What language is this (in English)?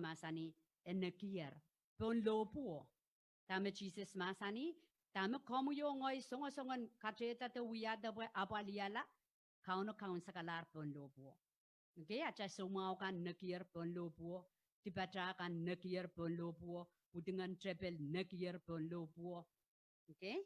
Pohnpeian